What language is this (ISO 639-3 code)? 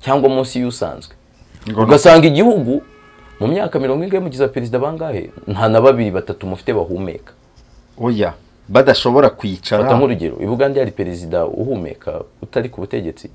kin